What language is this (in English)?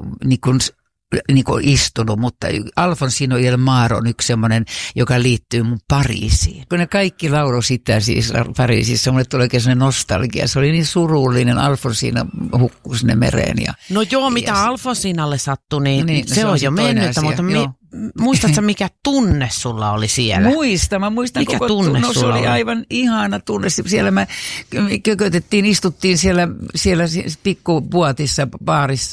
Finnish